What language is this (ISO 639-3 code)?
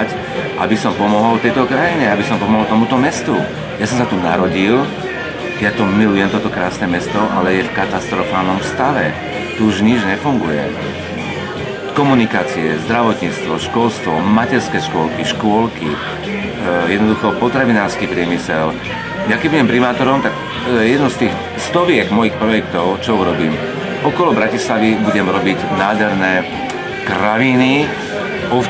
slk